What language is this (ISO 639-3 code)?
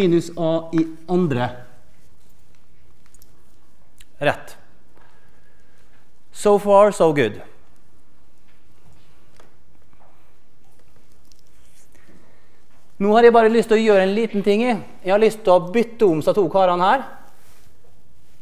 nor